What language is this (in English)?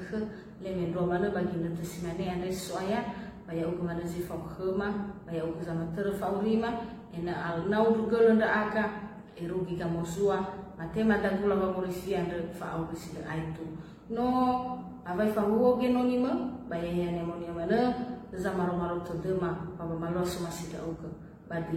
Nias